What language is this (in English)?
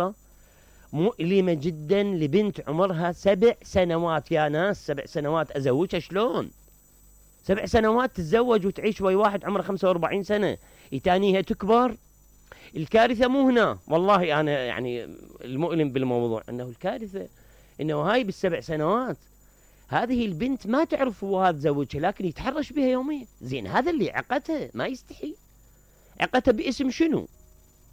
Mesopotamian Arabic